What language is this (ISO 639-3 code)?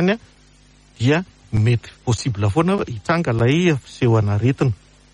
mlg